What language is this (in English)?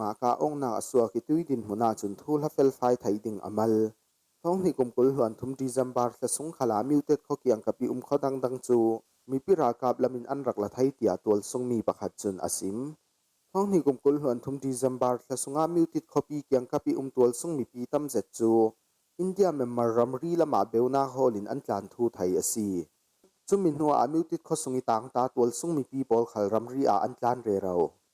Falam Chin